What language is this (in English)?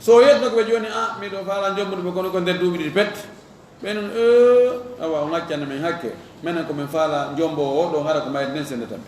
Fula